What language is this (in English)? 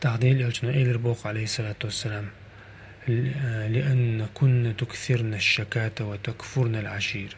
Chechen